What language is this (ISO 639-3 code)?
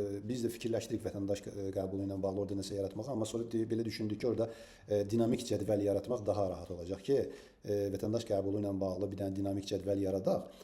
aze